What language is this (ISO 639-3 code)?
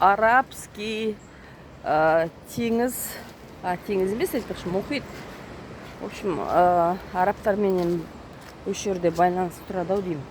kaz